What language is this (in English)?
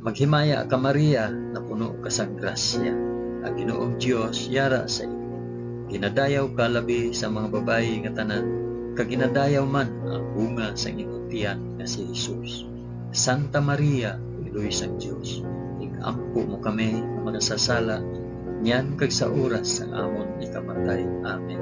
Hiligaynon